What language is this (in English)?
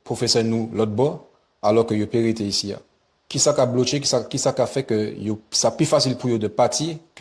Guadeloupean Creole French